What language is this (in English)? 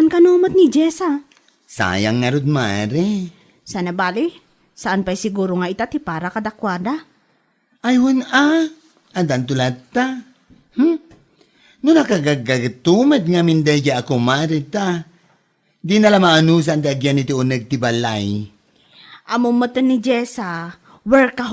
Iloko